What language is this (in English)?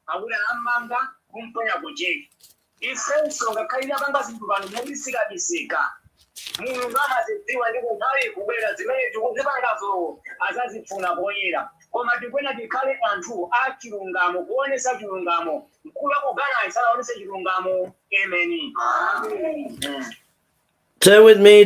Nyanja